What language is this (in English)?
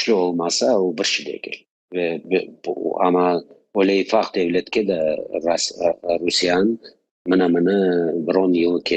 Crimean Tatar